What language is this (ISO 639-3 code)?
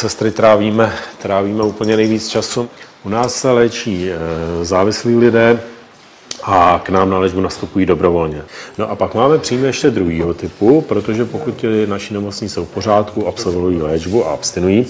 ces